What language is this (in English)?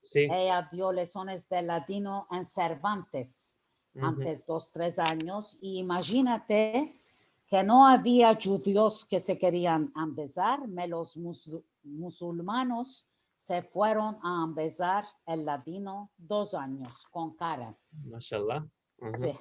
Ladino